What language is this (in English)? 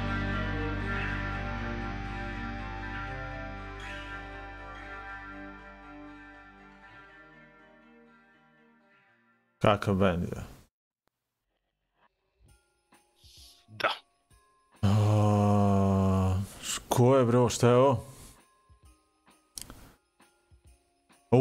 Serbian